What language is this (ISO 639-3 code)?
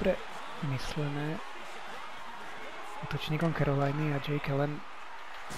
slk